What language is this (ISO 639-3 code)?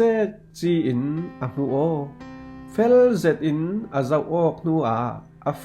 cfm